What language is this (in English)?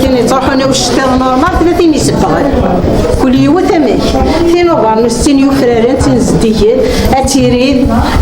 Kabyle